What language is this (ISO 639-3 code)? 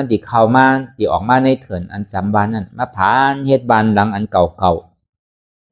shn